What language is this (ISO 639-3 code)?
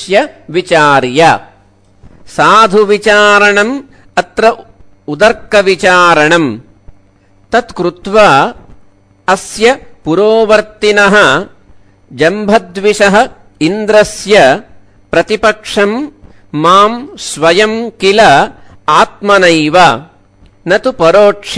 san